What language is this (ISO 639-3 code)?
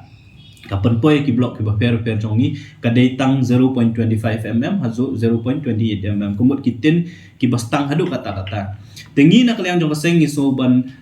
kha